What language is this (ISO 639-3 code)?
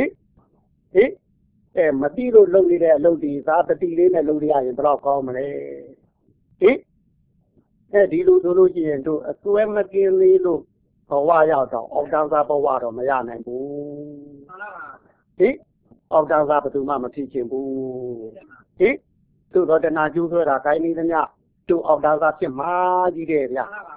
mya